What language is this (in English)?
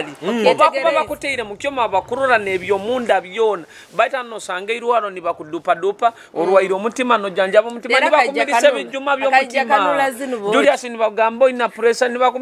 Nyoro